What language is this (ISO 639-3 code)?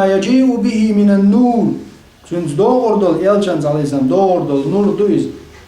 che